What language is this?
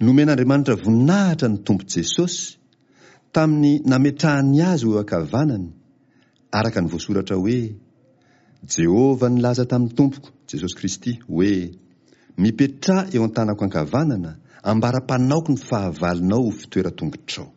Malagasy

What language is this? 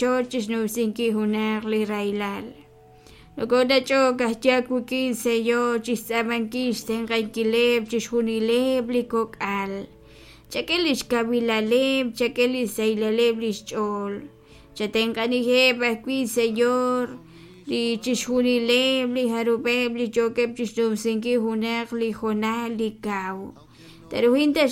Kekchí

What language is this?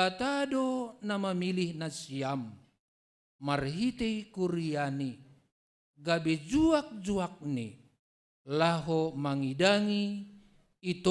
Batak Simalungun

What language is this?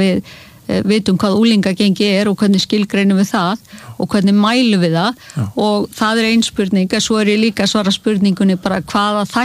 Icelandic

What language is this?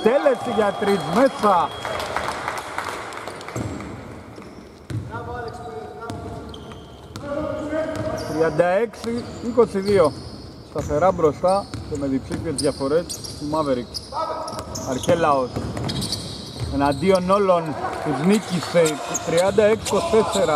Greek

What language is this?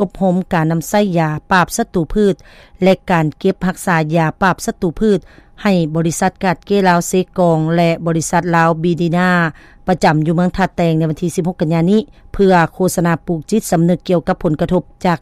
Lao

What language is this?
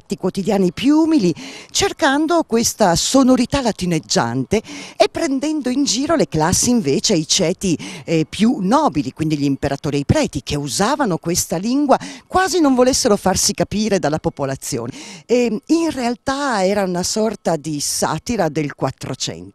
Italian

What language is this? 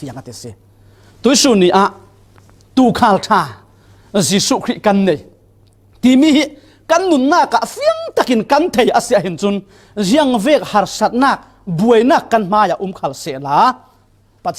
Falam Chin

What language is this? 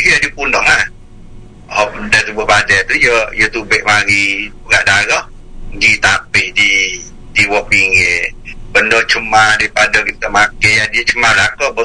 Malay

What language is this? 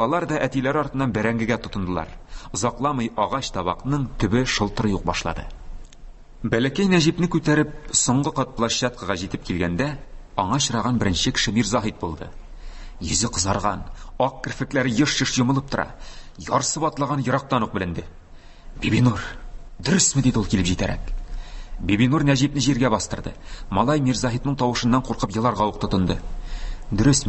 Tatar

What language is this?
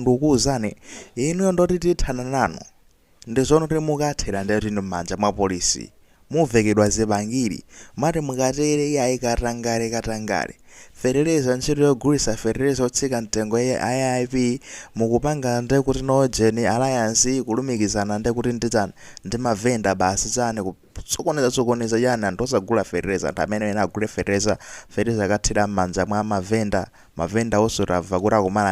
Nyanja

